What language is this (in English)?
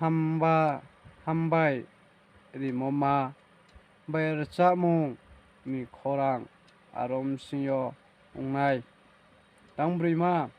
Riang (India)